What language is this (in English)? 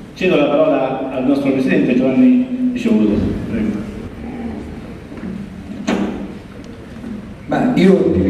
Italian